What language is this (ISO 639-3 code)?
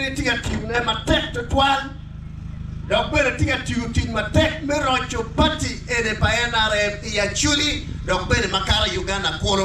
ach